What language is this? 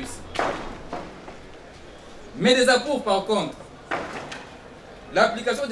French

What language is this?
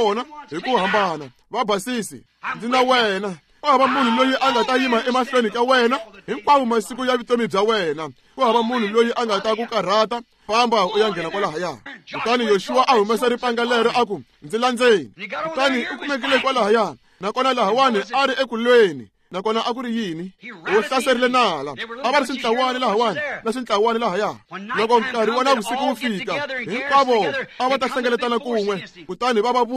Tsonga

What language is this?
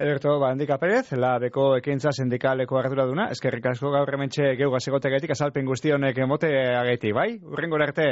Basque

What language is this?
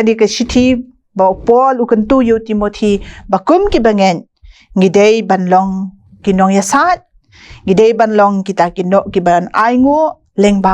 Khasi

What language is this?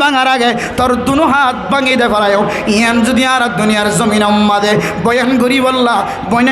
Rohingya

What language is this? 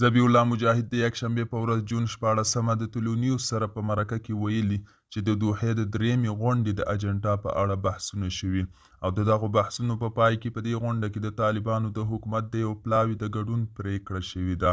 Pashto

